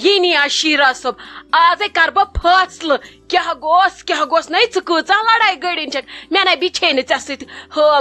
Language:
Kashmiri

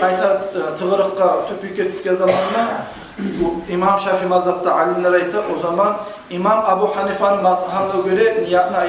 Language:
Kumyk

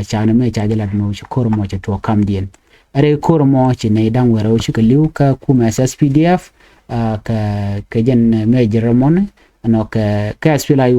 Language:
Nuer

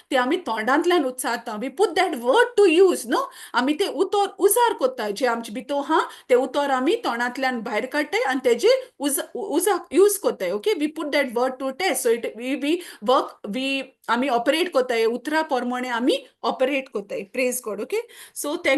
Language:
Konkani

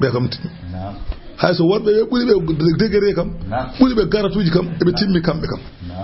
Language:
Fula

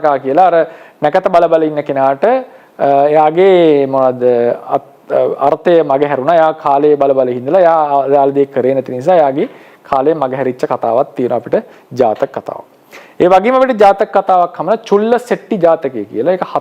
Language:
Sinhala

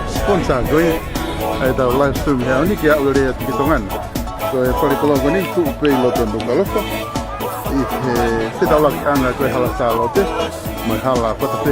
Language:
Tongan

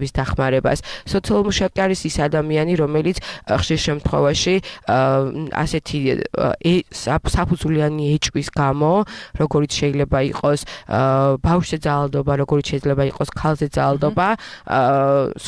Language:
Georgian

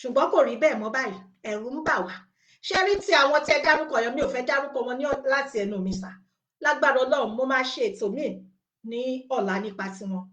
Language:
Yoruba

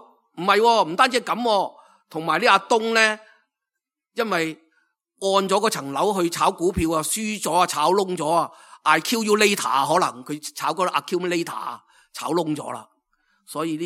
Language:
Cantonese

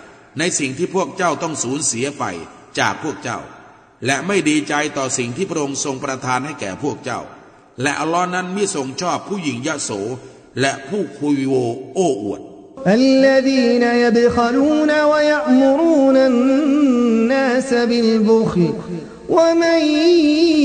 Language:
Thai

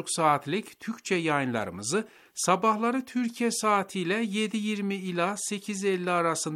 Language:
Turkish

